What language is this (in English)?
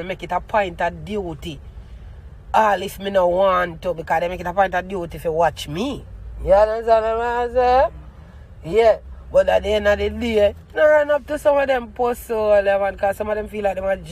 Jamaican Creole English